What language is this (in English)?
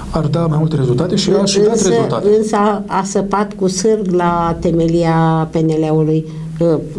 Romanian